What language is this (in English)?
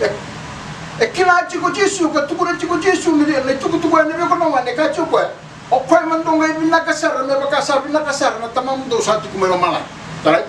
Fijian